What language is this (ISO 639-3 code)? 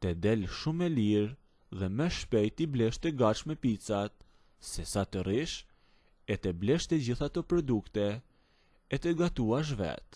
sqi